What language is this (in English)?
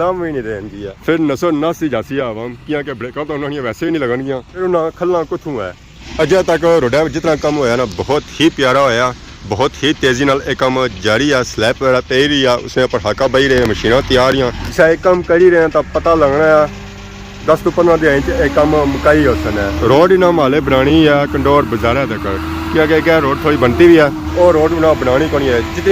Pahari-Potwari